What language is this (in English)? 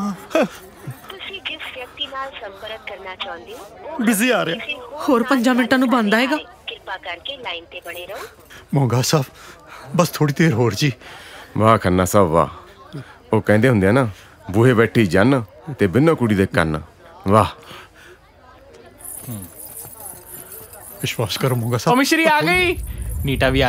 Punjabi